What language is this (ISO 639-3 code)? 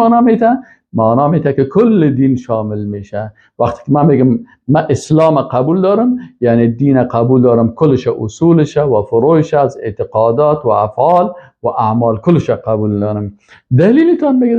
fas